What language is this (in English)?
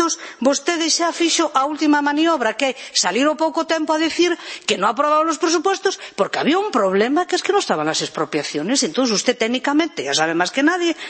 Galician